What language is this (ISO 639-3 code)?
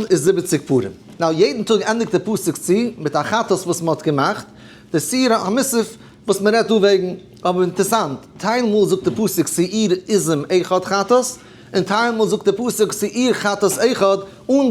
yid